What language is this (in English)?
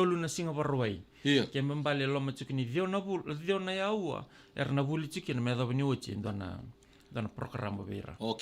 Fijian